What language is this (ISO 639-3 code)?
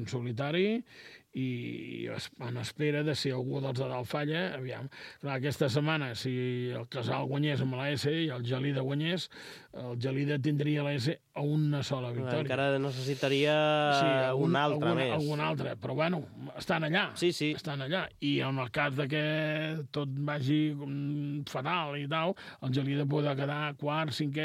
cat